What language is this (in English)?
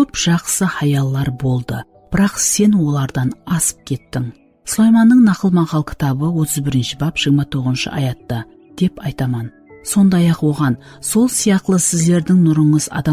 Kara-Kalpak